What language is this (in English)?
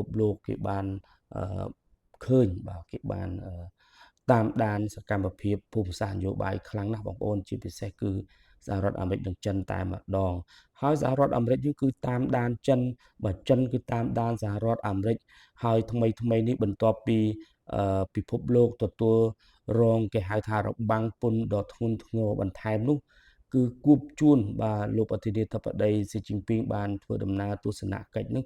Khmer